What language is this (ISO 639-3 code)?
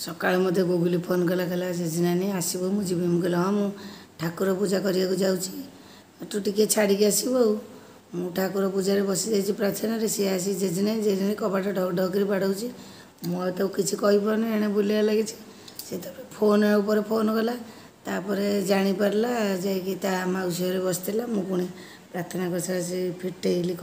ori